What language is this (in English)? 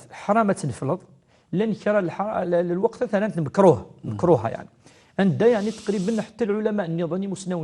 Kabyle